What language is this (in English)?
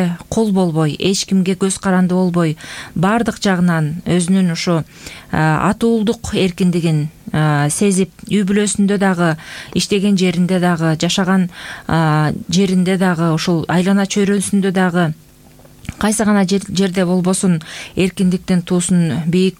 Kyrgyz